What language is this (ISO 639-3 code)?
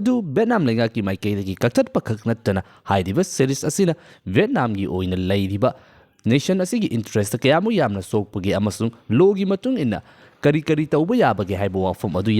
mni